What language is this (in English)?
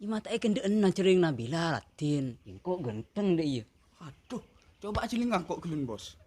Madurese